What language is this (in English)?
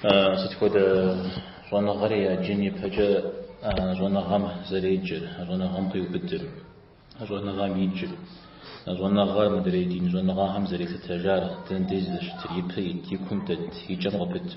Kabardian